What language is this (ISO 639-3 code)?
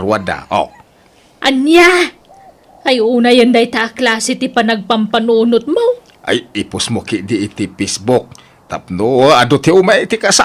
ilo